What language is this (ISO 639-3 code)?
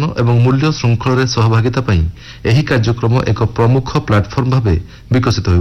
ori